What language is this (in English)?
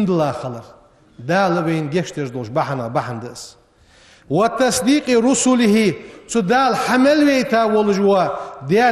Ingush